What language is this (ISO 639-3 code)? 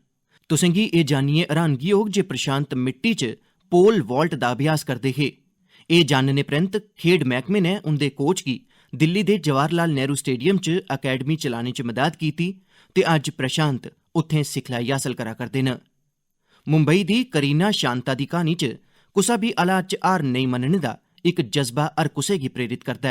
doi